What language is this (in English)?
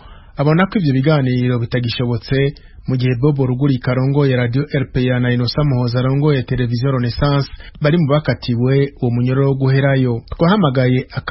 Rundi